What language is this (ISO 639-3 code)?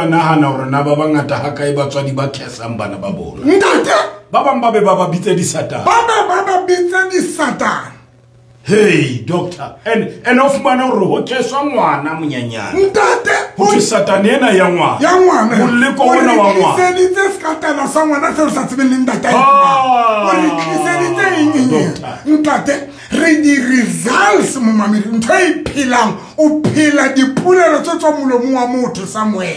sot